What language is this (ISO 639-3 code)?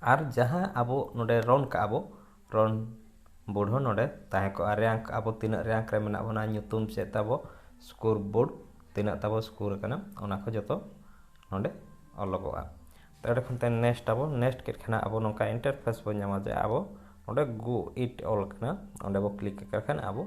sat